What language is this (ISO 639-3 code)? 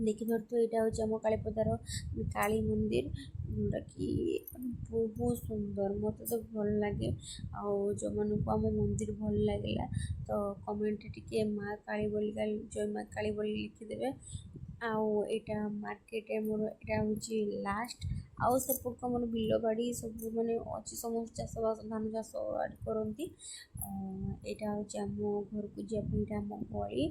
ori